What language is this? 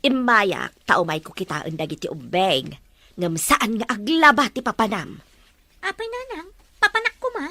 Iloko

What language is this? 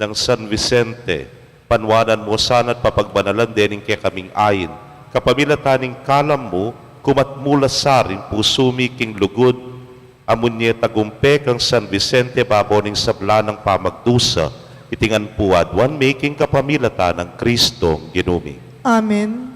Pampanga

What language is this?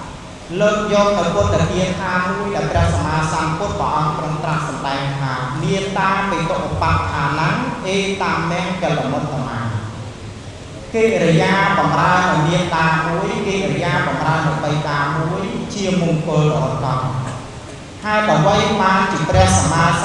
Khmer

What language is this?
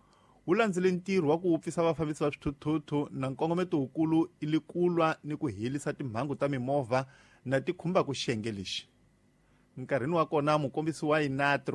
Tsonga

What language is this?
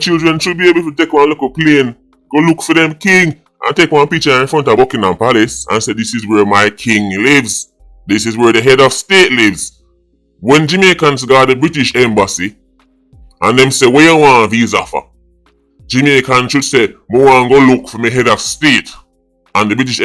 Jamaican Creole English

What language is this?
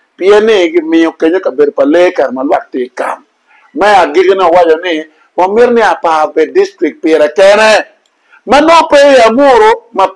Acoli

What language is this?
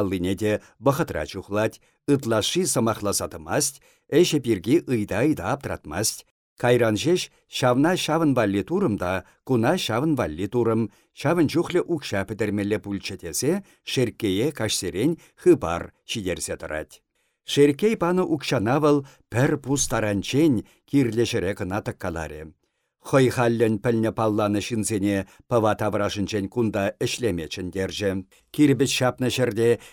Chuvash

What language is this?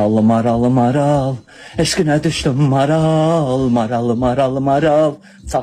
Azerbaijani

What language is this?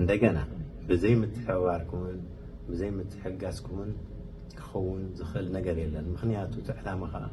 Tigrinya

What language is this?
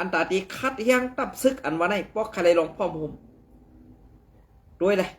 Shan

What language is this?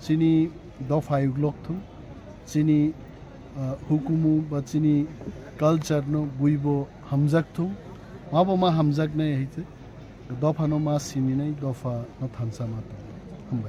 Kok Borok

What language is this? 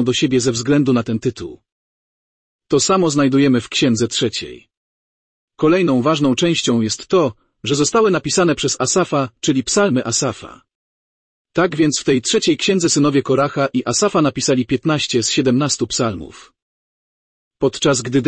Polish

